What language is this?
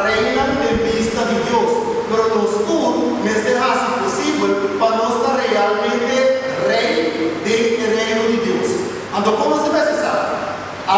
Papiamento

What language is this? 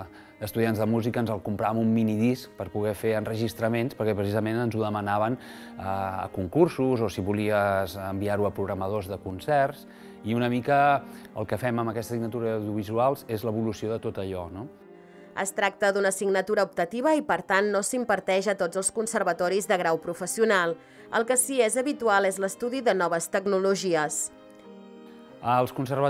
Catalan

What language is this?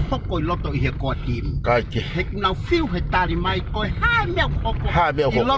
Tongan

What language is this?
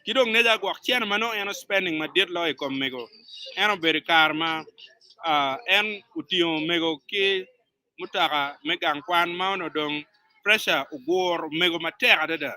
Acoli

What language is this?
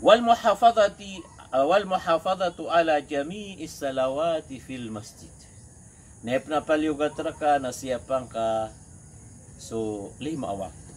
Maranao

